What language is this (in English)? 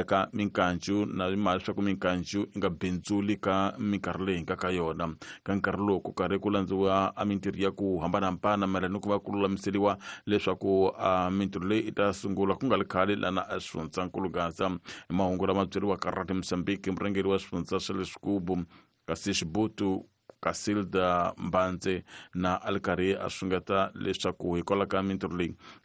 Tsonga